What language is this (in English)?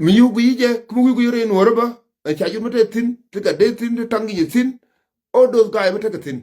Nuer